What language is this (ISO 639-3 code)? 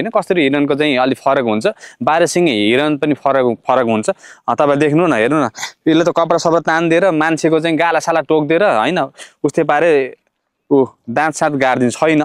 nep